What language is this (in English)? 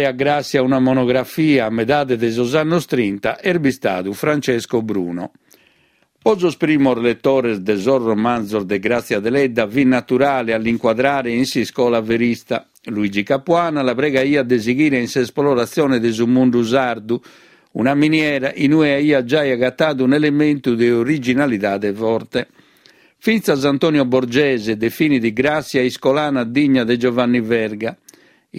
Sardinian